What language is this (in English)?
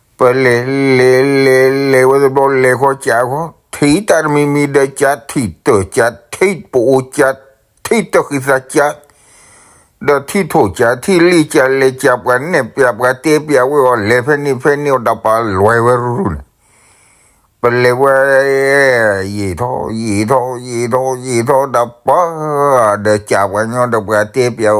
S'gaw Karen